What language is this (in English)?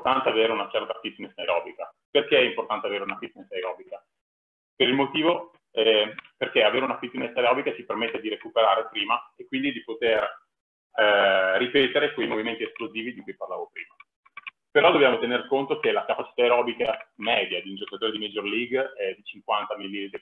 Italian